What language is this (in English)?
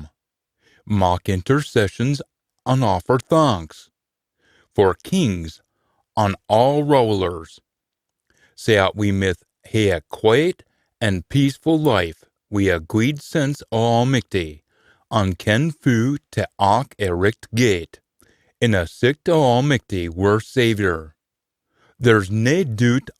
Scots